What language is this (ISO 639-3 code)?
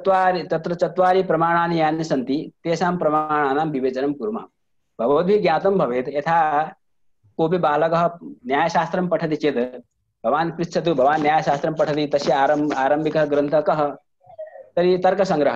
san